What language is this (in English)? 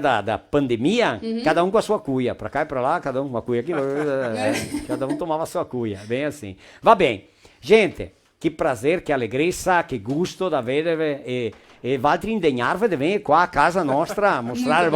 Venetian